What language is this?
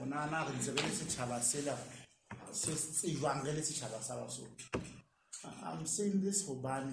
Southern Sotho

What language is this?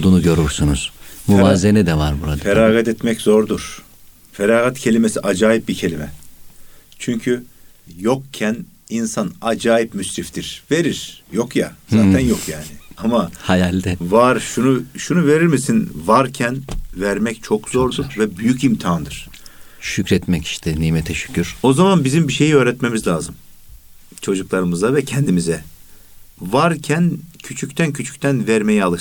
Turkish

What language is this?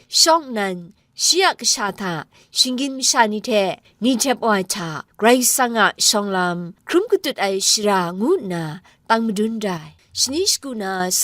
Kachin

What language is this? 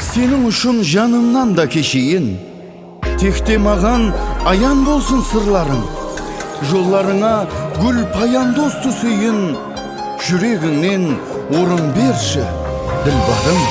Kara-Kalpak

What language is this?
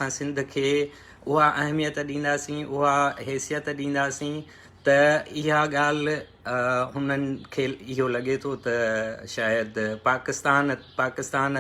Sindhi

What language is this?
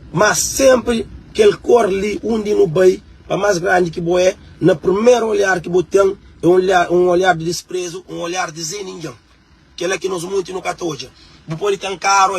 Kabuverdianu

